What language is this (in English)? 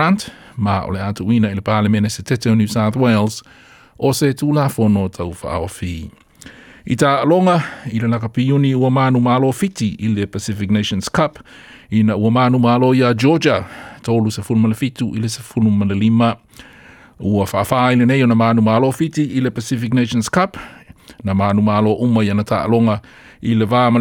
Samoan